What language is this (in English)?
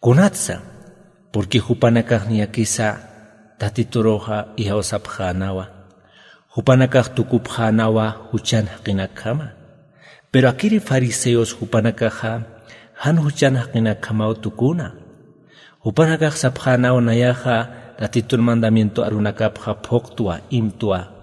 Aymara